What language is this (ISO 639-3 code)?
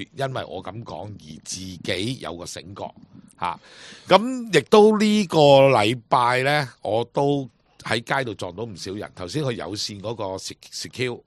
yue